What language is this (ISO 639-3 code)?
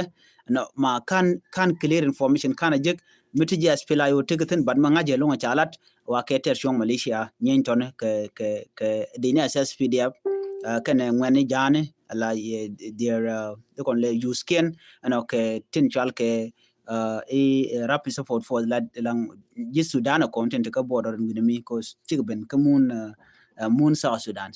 nus